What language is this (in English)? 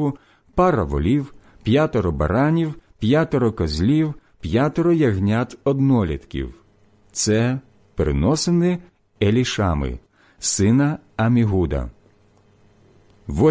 Ukrainian